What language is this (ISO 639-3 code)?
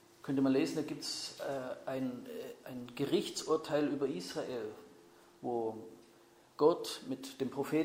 deu